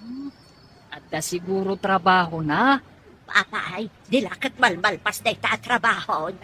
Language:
Iloko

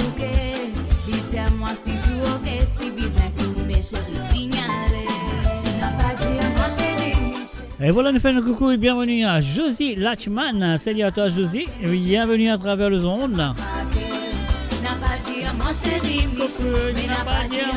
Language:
Morisyen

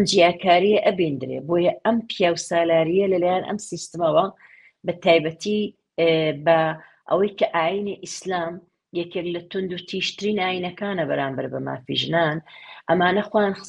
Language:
Central Kurdish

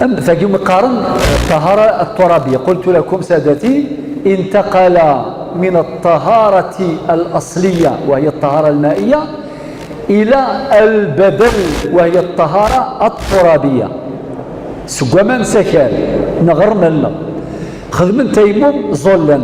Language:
Kabyle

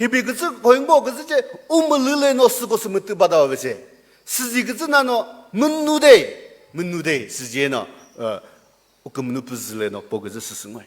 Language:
Chokri Naga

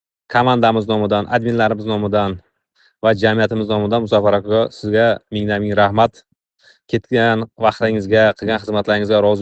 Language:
Uzbek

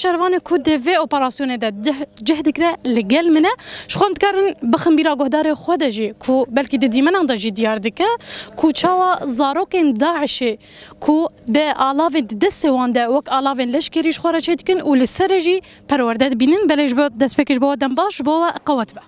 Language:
Kurdish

